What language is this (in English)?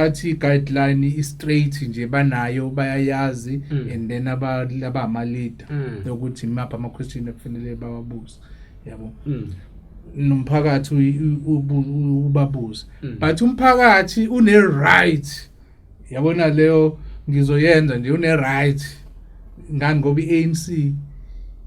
Zulu